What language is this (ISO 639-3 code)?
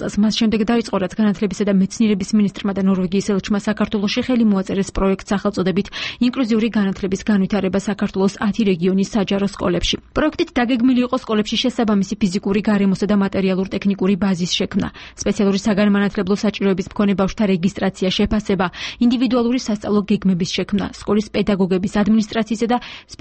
kat